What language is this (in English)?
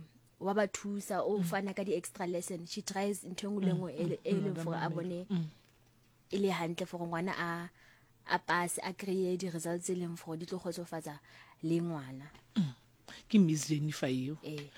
Southern Sotho